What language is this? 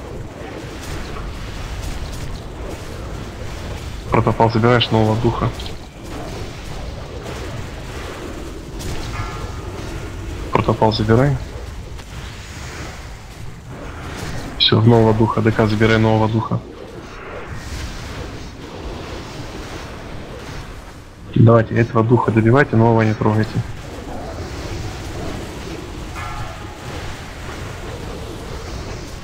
Russian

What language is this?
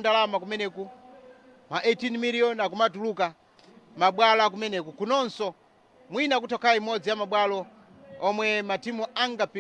Nyanja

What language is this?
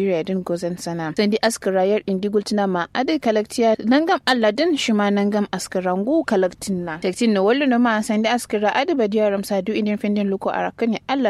Kanuri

